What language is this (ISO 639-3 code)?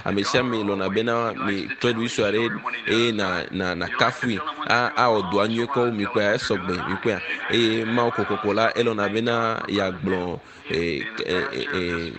ewe